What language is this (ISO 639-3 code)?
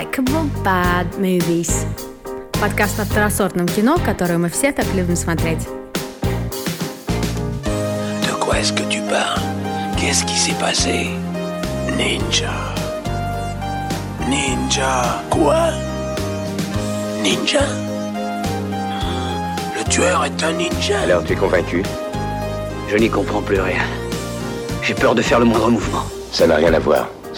fra